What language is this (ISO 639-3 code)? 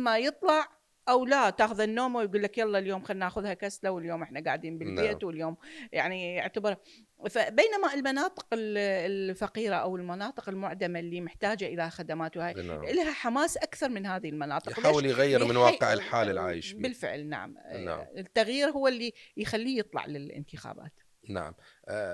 acm